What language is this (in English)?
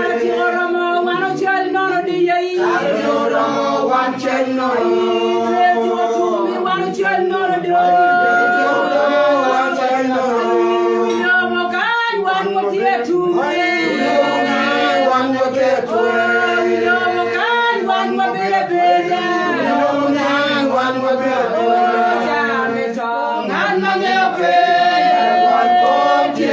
Acoli